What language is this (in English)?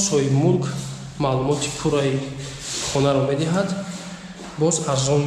Tajik